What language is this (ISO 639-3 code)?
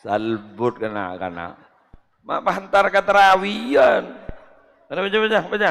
mad